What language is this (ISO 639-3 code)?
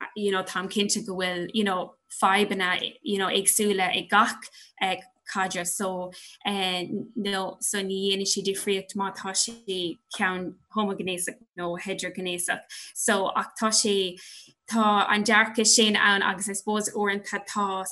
gle